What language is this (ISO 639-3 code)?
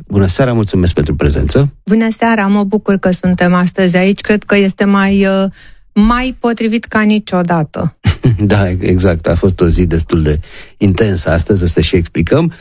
ron